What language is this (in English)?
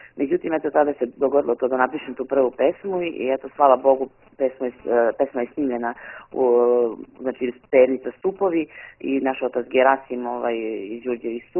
Serbian